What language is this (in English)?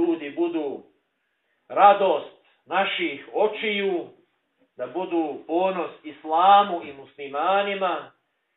Bosnian